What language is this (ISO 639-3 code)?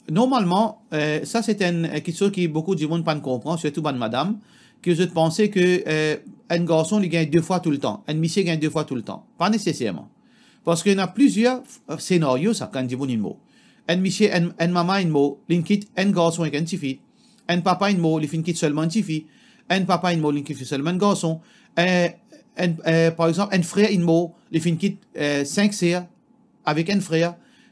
mfe